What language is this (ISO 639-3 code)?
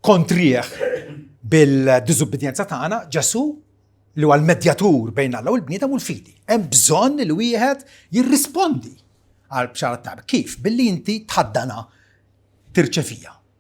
mlt